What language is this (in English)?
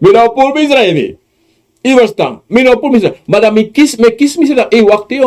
Sranan Tongo